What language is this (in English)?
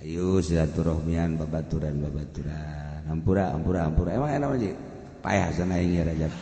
Sundanese